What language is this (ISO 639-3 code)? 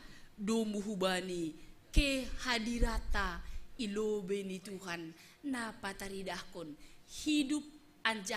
bts